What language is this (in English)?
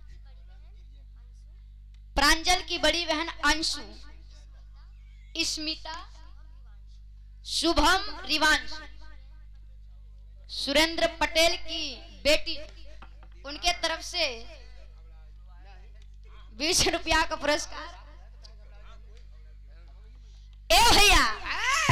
Bhojpuri